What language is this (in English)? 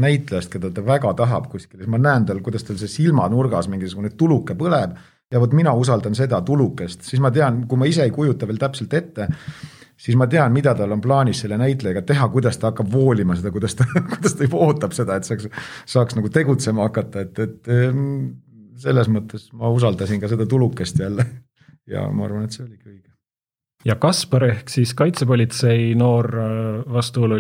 Estonian